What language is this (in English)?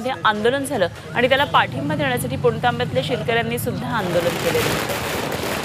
Marathi